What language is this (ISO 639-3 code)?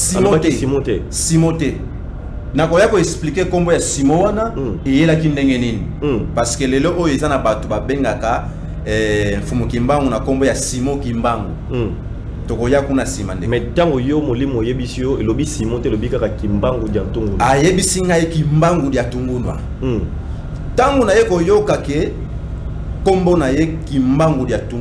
lin